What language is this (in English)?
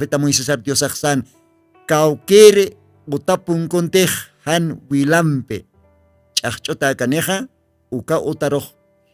Aymara